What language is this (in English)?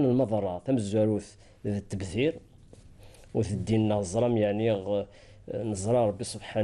Kabyle